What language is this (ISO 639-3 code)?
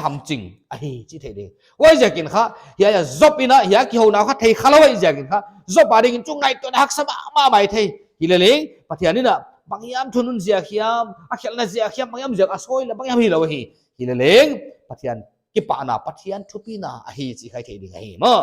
pck